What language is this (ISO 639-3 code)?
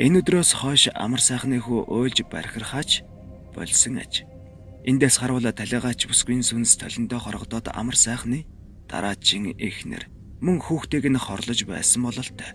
mon